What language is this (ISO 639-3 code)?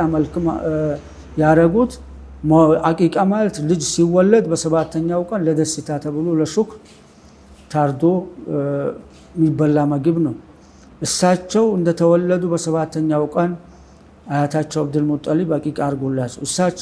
amh